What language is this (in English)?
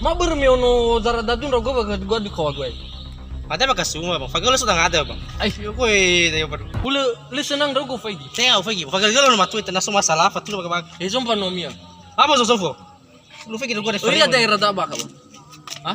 Nias